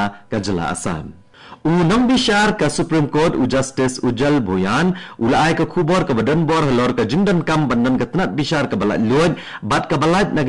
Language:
Khasi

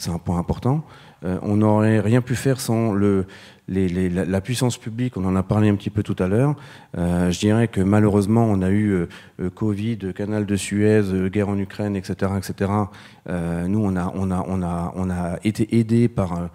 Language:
French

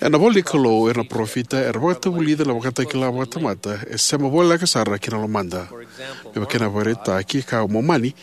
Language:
Fijian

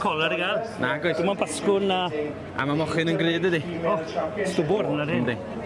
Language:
Welsh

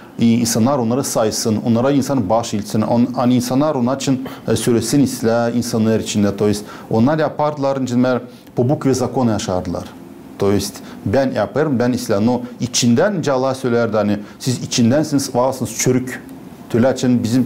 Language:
Gagauz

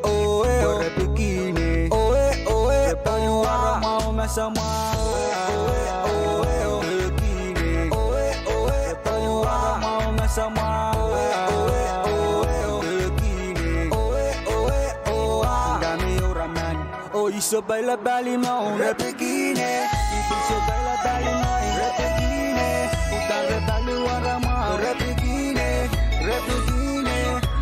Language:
Pohnpeian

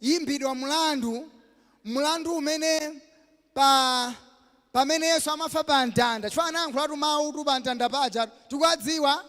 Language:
Nyanja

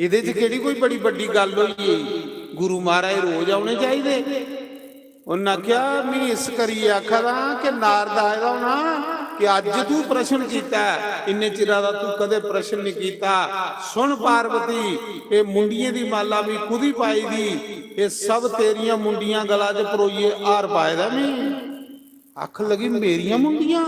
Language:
Dogri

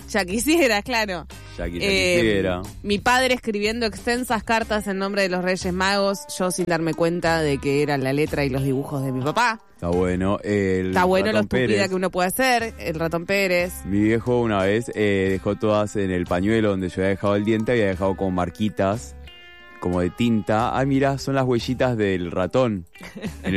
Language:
Spanish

